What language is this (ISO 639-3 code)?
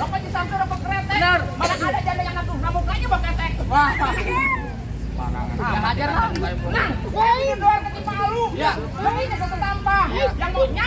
bew